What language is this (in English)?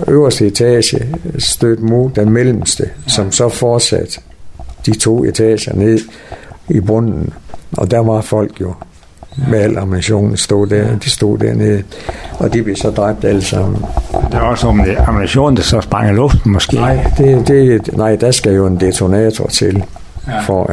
Danish